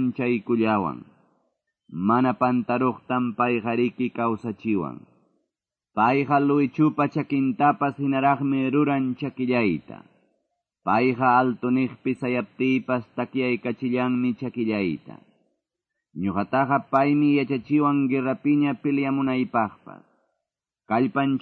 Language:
Quechua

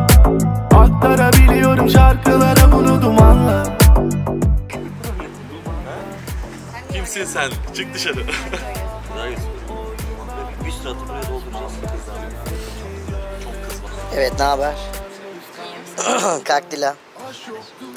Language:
Turkish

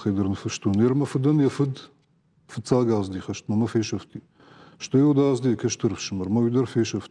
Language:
Ossetic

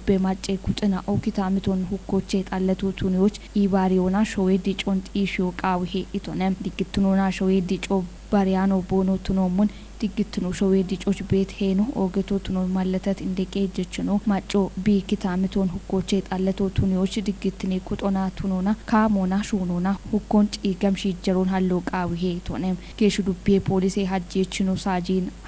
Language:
Kafa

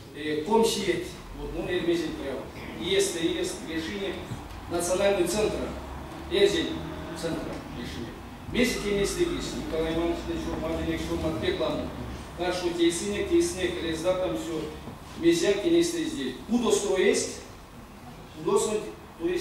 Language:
Erzya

